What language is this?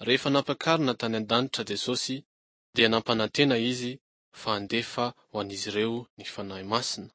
Malagasy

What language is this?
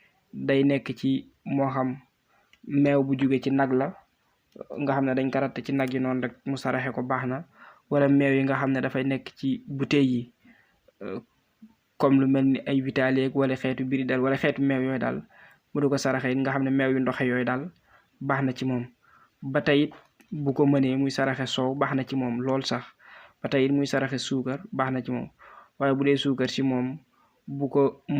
Wolof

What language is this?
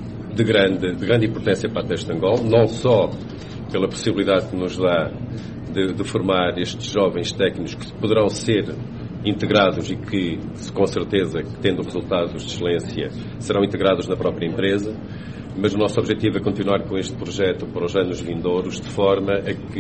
Portuguese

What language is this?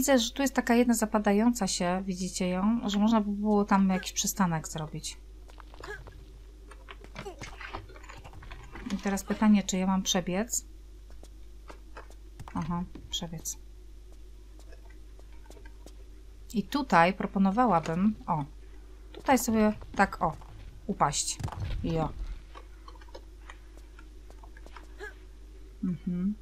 Polish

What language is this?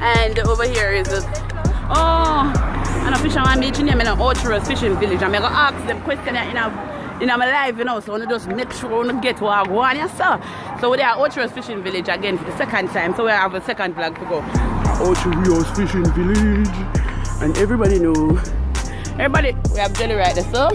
Jamaican Creole English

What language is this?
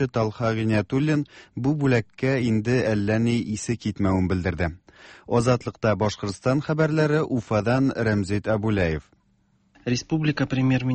Tatar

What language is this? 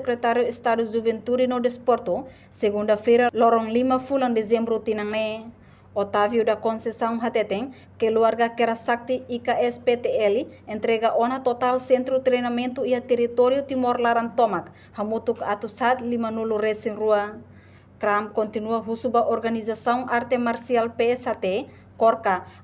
Tetum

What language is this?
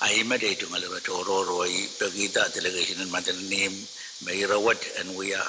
Pohnpeian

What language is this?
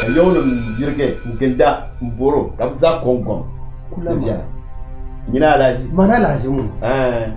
Dagbani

